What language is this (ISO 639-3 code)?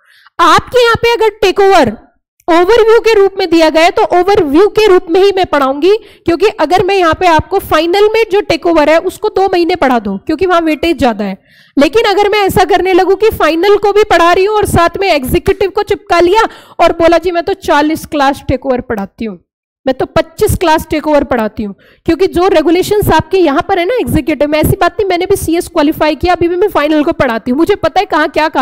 hin